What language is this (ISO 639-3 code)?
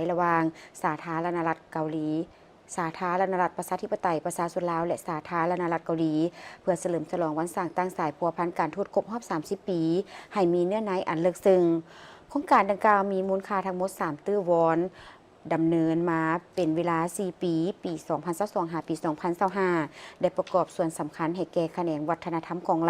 lao